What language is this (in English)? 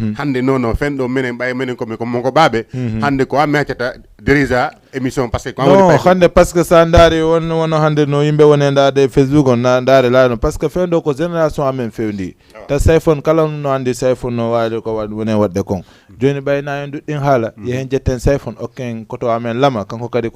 Fula